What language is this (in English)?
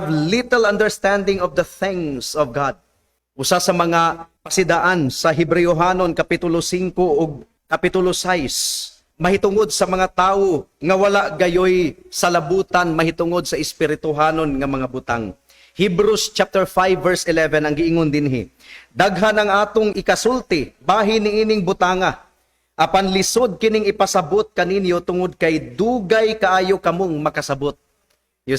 Cebuano